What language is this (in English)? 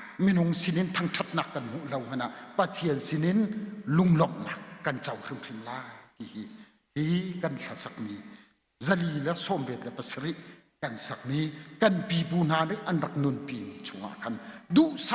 Hakha Chin